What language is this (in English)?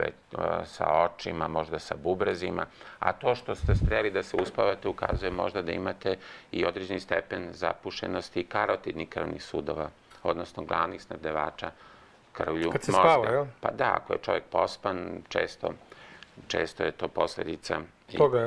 Serbian